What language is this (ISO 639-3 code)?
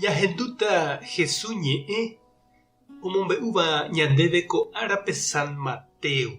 grn